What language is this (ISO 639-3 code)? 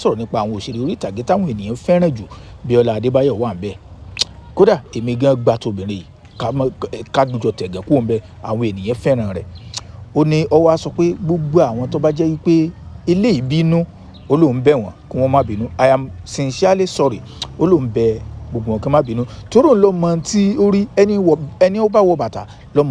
yor